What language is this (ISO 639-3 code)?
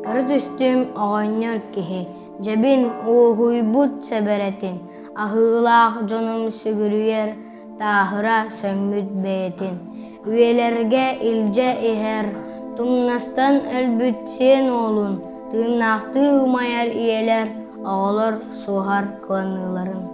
sah